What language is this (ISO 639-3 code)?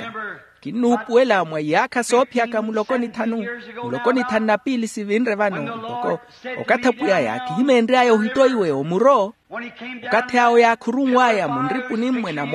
vmw